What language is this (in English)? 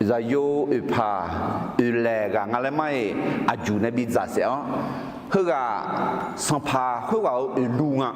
Akha